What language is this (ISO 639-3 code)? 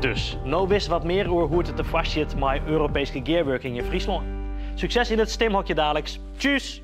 fry